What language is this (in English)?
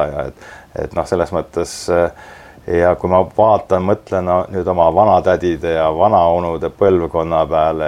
Estonian